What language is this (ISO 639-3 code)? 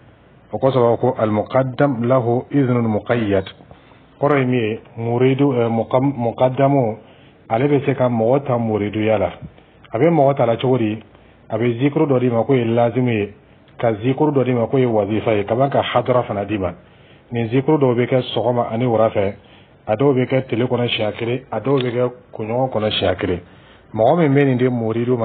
dyu